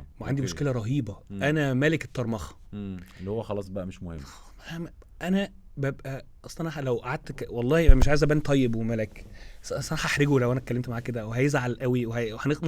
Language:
Egyptian Arabic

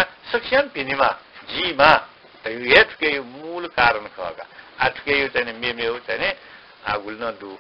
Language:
Newari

